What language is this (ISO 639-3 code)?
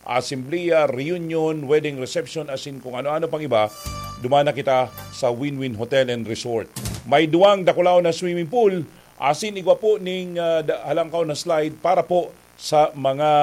bik